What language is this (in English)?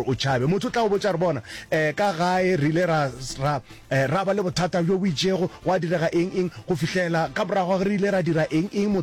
Northern Sotho